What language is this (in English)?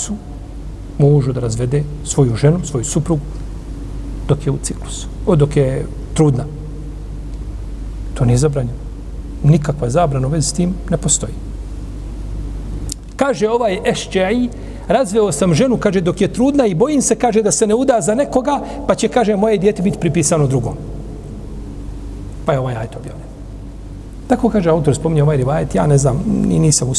Bosnian